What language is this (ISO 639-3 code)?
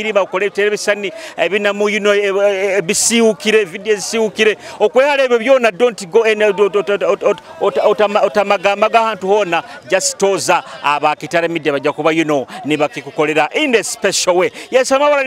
nyo